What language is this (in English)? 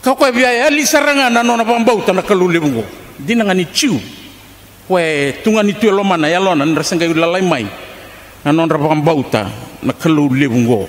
Fijian